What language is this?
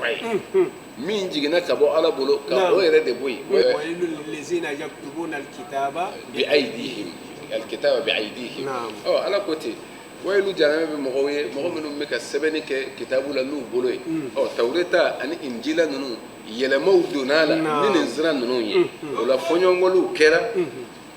Bambara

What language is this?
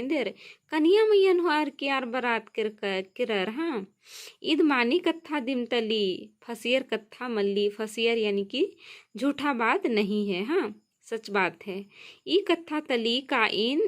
Kurukh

